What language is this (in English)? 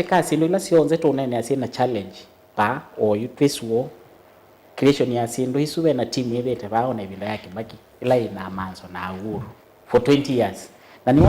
Kamba